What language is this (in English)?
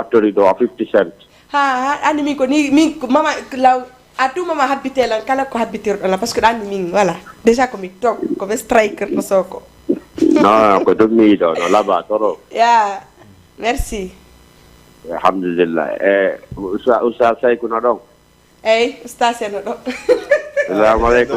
Fula